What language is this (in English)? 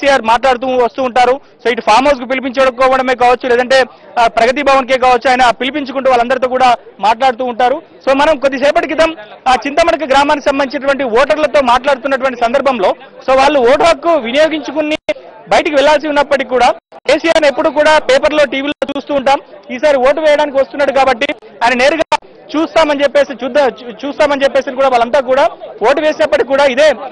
Telugu